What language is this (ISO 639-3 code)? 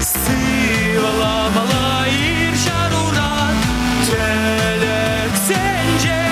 chv